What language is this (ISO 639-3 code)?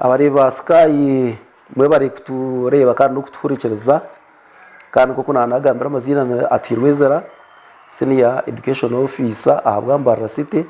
nyn